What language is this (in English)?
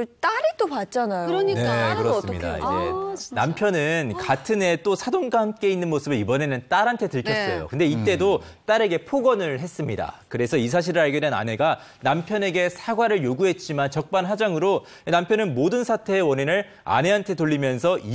Korean